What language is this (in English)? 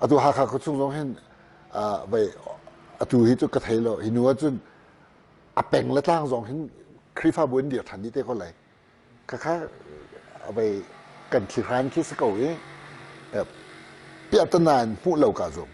Hakha Chin